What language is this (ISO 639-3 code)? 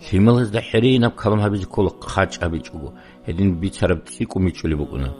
ava